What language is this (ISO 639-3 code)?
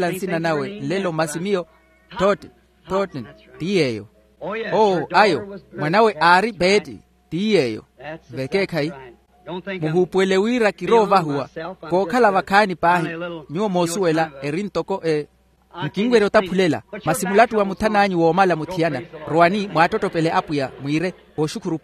vmw